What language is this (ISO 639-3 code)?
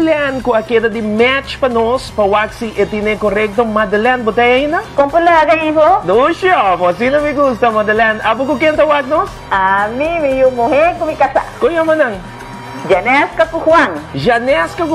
pap